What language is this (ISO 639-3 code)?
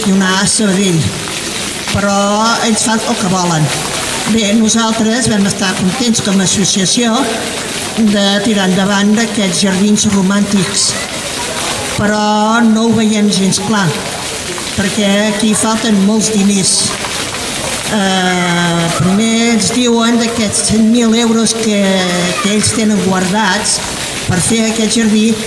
cat